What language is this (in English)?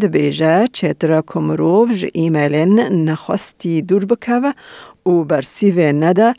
Kurdish